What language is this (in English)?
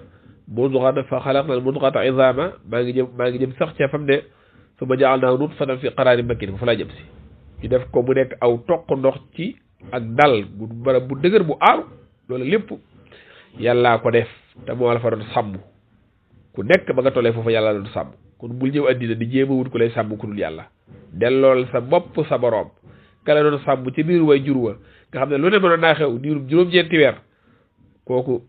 Wolof